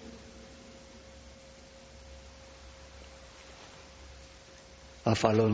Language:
Basque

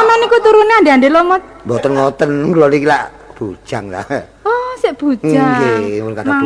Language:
Javanese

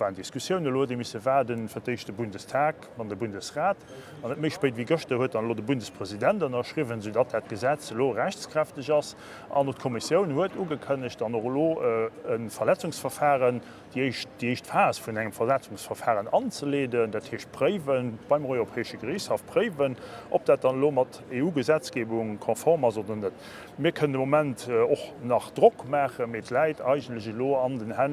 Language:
Luxembourgish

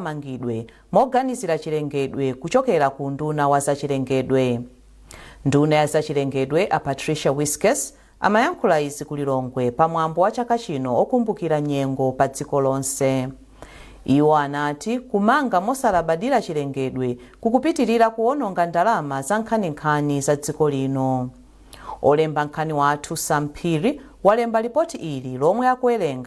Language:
Nyanja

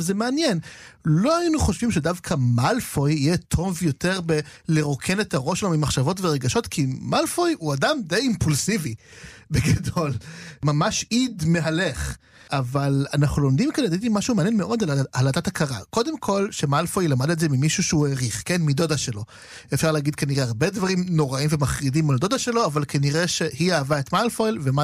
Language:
Hebrew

